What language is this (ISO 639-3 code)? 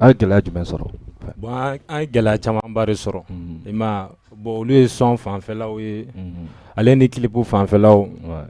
bam